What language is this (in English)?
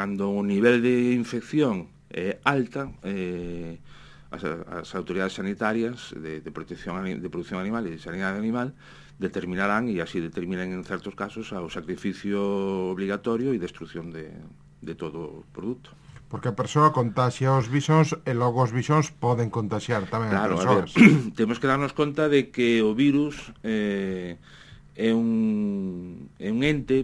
Galician